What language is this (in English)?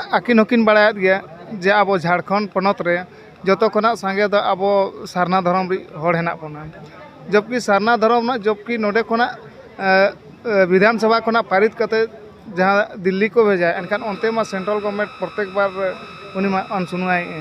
Santali